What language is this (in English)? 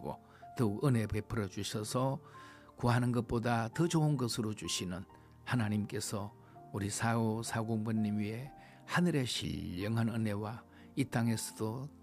Korean